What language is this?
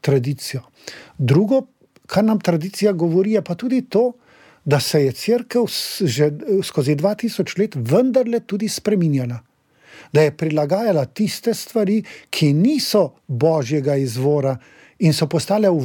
Slovenian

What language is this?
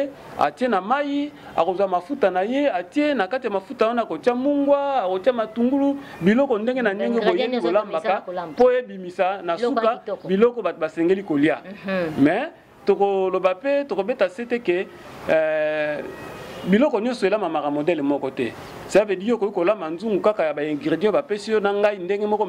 Lingala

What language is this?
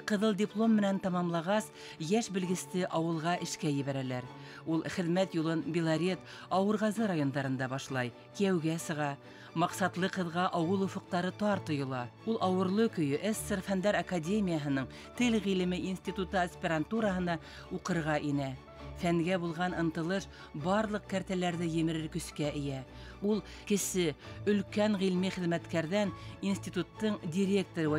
Bashkir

